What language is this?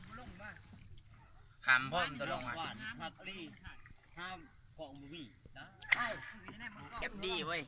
Lao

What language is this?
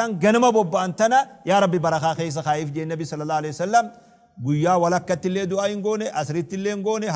Oromo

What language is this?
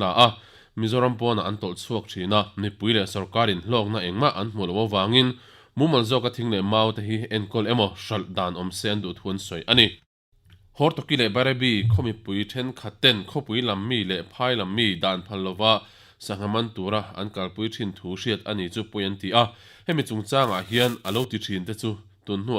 Mizo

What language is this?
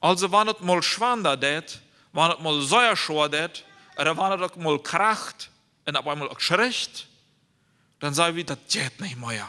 Plautdietsch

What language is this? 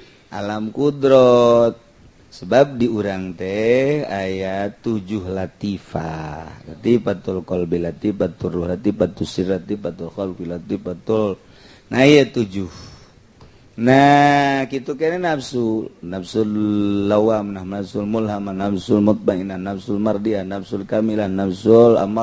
Sundanese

